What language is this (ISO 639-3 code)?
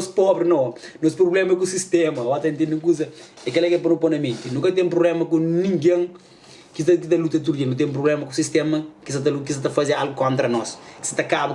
kea